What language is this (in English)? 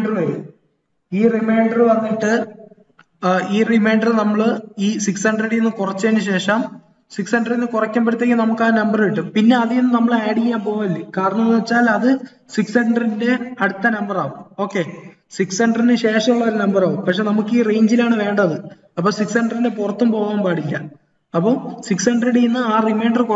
Malayalam